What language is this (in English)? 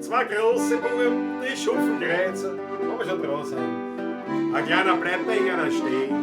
Bavarian